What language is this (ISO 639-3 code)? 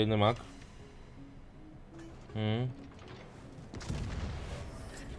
slk